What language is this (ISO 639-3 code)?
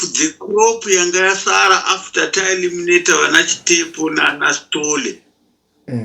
sna